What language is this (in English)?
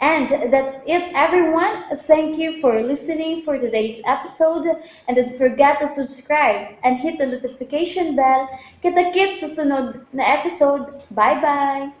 Cebuano